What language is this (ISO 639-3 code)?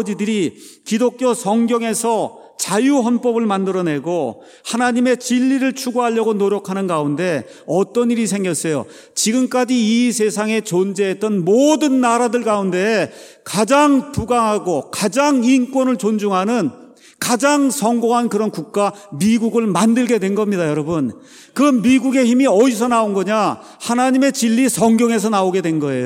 kor